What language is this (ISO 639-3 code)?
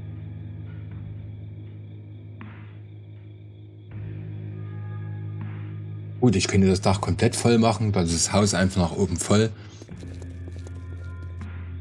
deu